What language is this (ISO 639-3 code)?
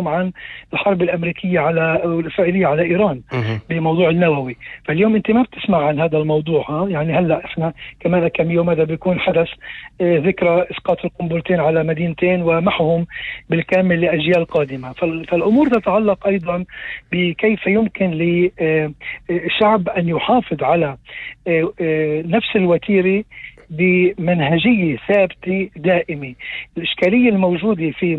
apc